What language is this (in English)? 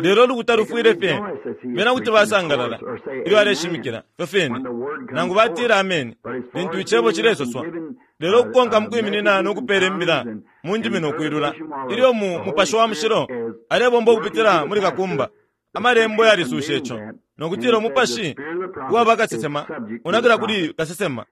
Bemba